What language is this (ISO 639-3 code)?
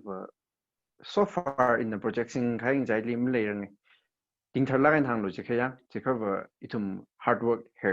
nmf